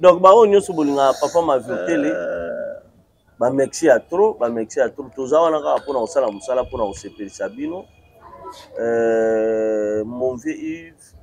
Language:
Lingala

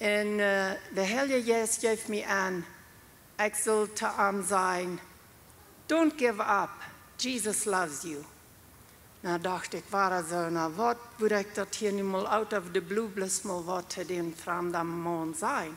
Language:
Plautdietsch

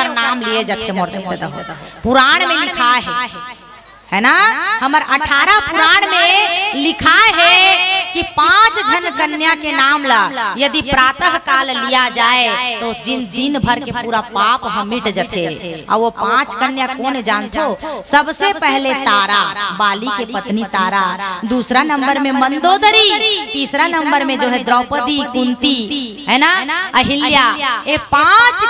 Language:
Chhattisgarhi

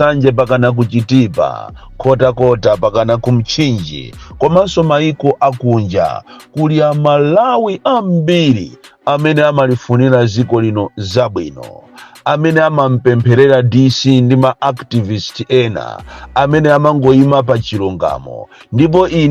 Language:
Nyanja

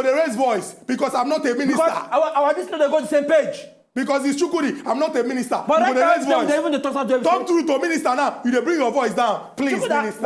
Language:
Nigerian Pidgin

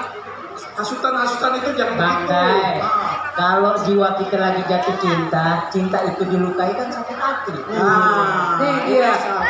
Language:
Betawi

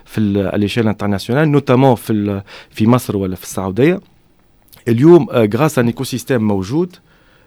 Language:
Tunisian Arabic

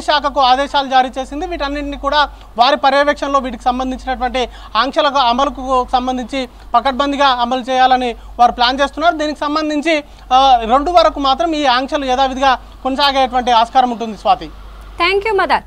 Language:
Telugu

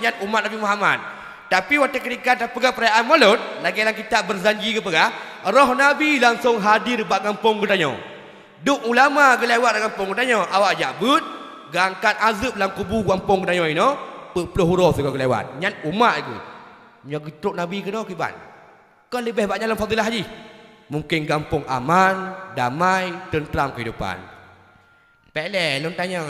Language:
Achinese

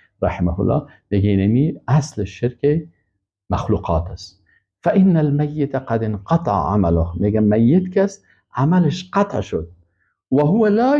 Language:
Persian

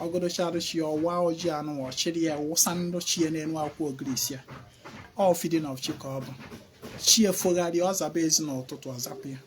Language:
Igbo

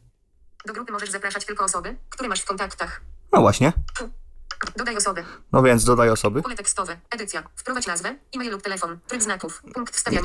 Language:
Polish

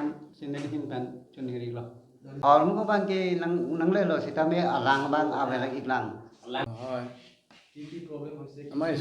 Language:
Karbi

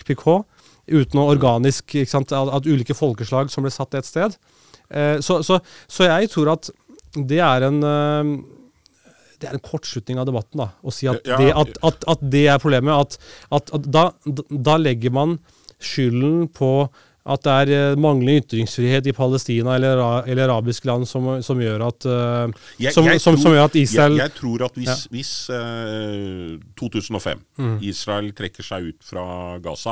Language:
Norwegian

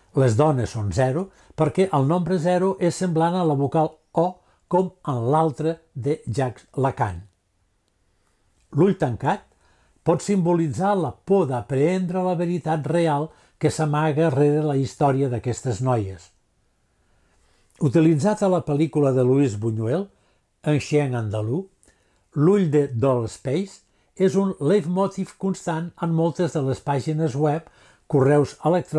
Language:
Catalan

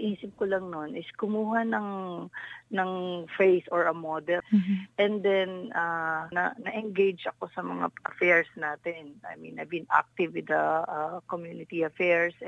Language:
Filipino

